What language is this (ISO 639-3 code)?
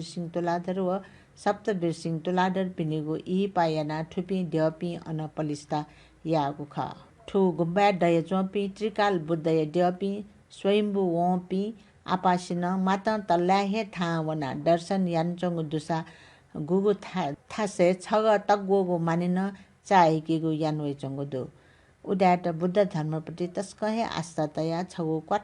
new